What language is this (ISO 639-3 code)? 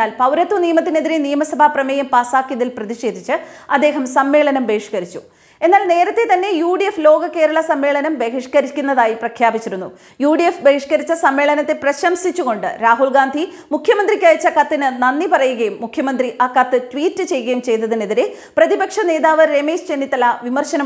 mal